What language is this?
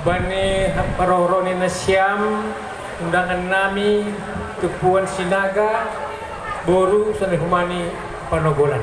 Batak Simalungun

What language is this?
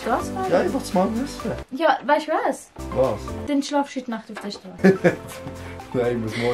Swiss German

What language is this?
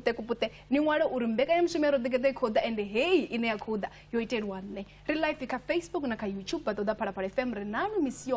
Venda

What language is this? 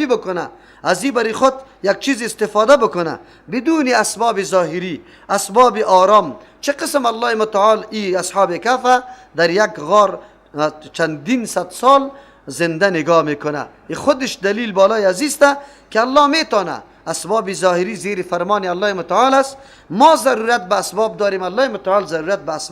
Persian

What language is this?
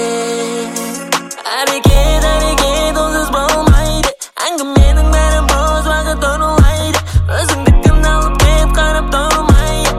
Kazakh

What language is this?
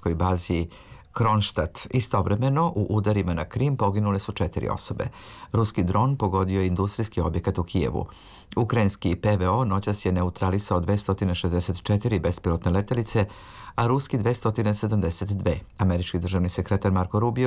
Serbian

